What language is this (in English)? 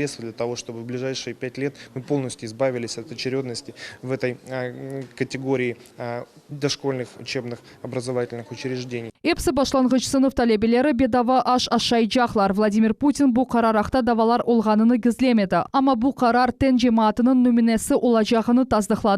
Crimean Tatar